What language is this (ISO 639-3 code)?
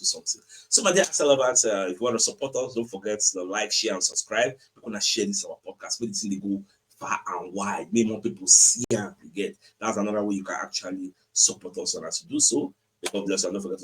pcm